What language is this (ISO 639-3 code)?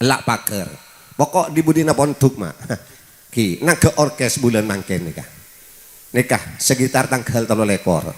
mad